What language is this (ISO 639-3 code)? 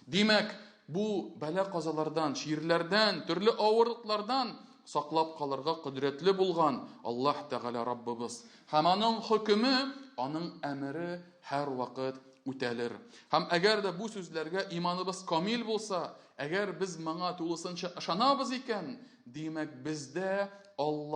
tat